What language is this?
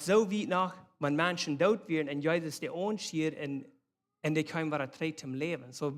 Plautdietsch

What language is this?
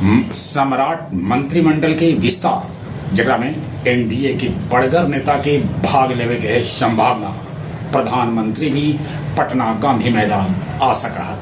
Magahi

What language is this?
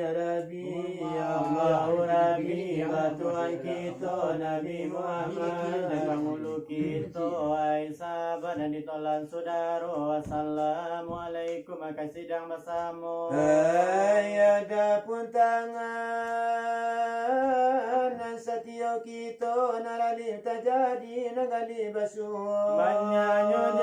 Minangkabau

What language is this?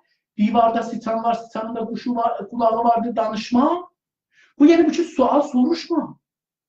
South Azerbaijani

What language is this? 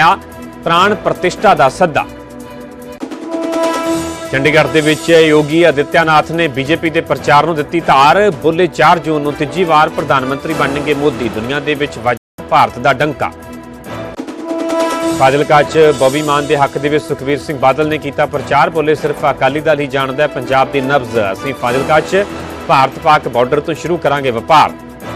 Punjabi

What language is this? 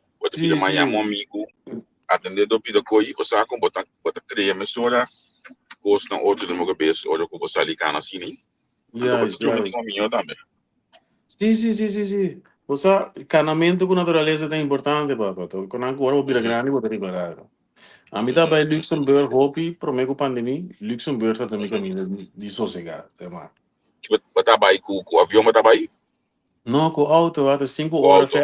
Papiamento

